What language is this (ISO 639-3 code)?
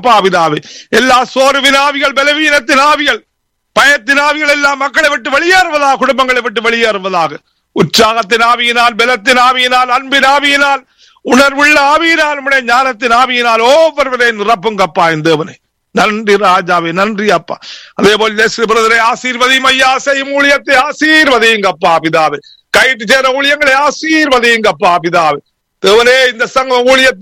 tam